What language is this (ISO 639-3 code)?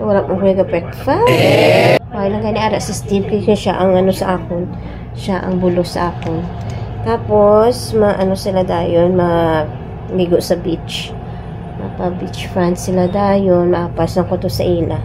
hil